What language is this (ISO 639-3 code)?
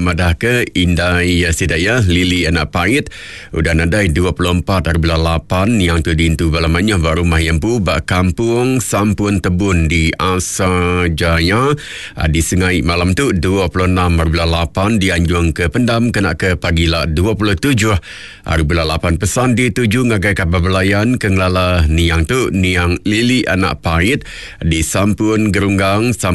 iba